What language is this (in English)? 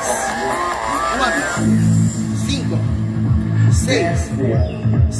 Spanish